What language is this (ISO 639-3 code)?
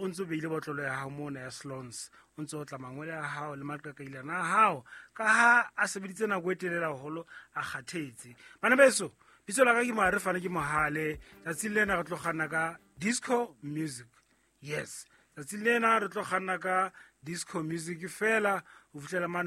sot